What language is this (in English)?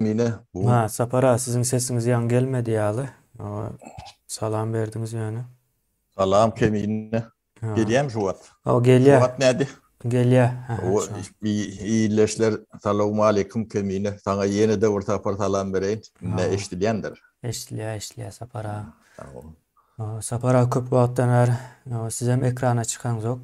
Turkmen